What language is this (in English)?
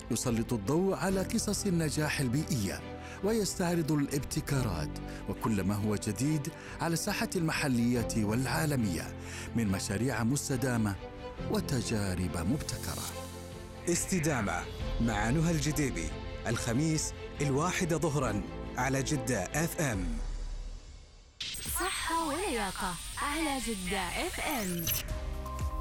Arabic